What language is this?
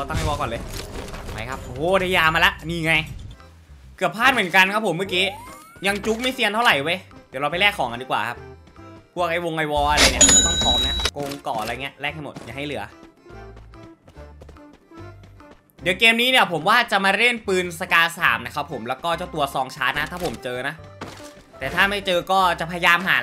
Thai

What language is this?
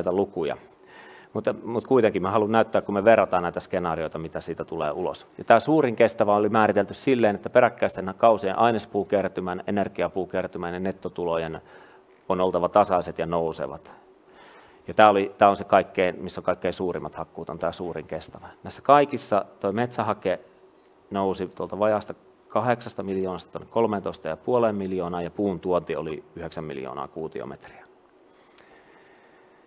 Finnish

